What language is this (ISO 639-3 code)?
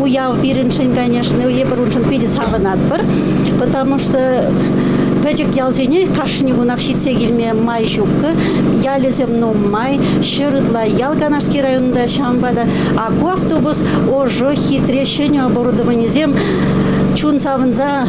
chv